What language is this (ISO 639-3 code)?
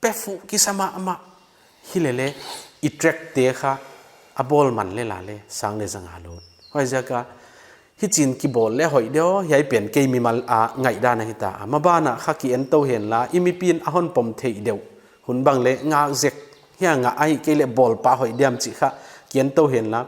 pck